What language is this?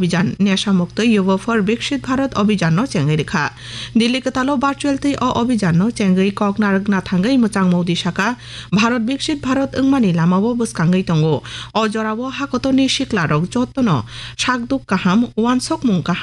Kok Borok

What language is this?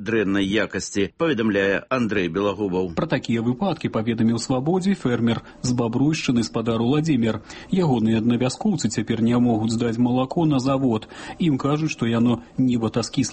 Belarusian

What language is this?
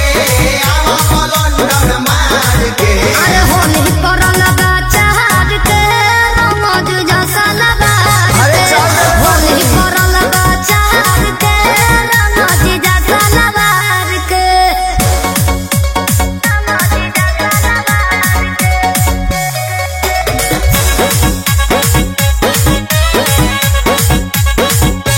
Bhojpuri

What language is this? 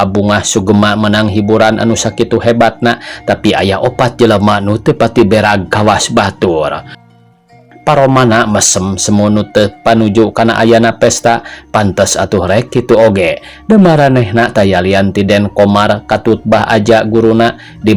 Sundanese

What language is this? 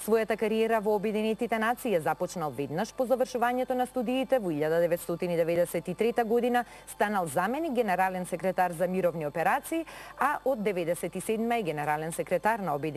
Macedonian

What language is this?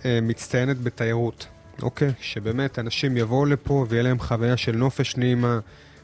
Hebrew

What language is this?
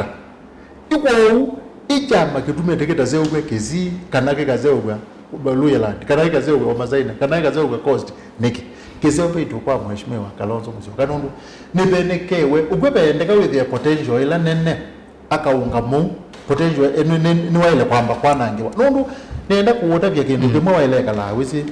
Kamba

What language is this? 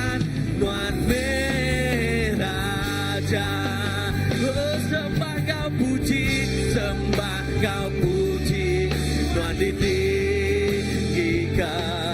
Iban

